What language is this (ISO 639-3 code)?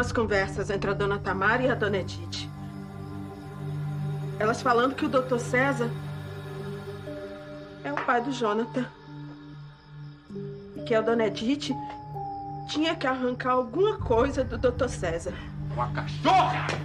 por